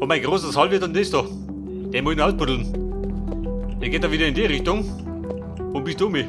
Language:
Bavarian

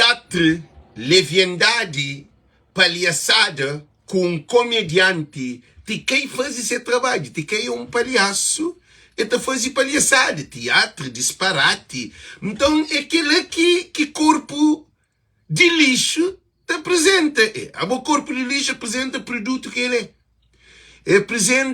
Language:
Kabuverdianu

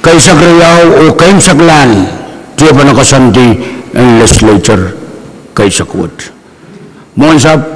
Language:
Pohnpeian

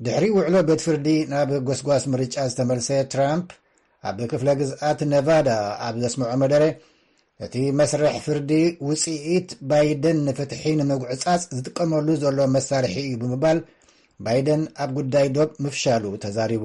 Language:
Tigrinya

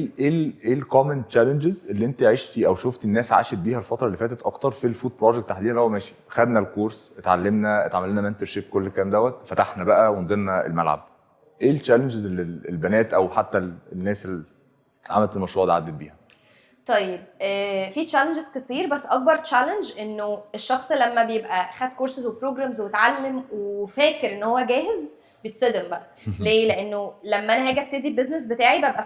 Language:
Egyptian Arabic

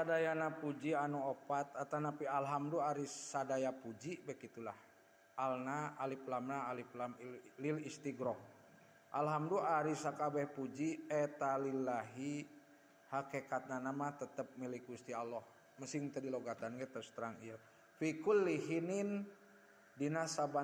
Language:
Sundanese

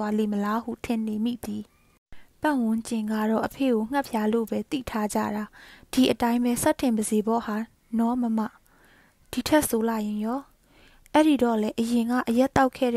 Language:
Burmese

